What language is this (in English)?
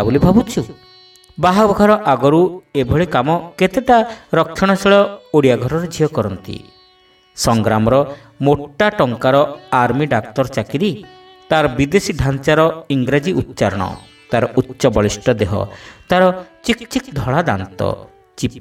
Odia